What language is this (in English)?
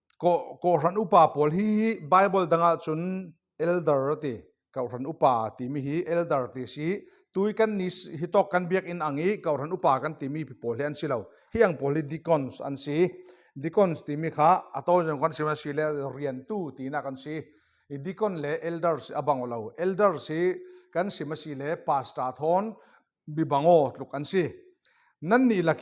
Falam Chin